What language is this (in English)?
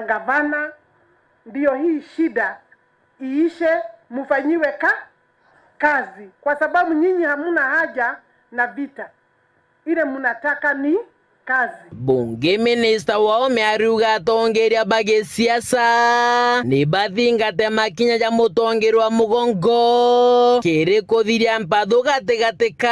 Meru